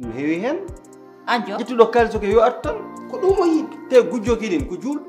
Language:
Fula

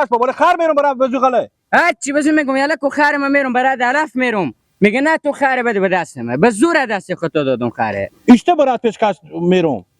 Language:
Persian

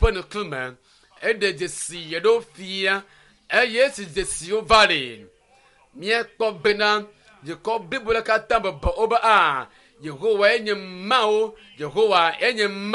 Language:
Ewe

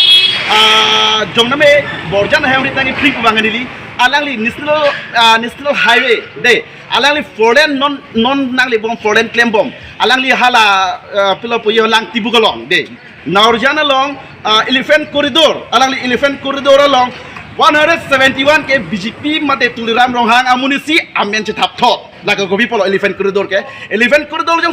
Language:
Karbi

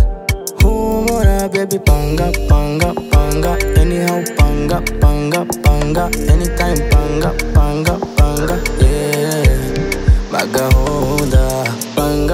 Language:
Kinyarwanda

